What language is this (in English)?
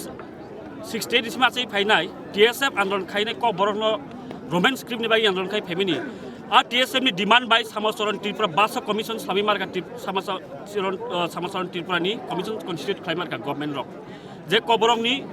Kok Borok